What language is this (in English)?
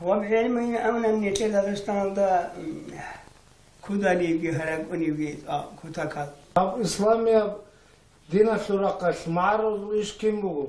Avaric